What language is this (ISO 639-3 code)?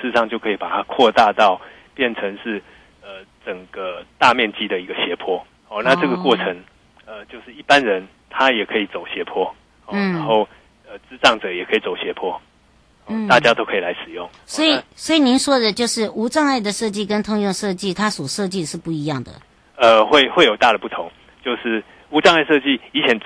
zho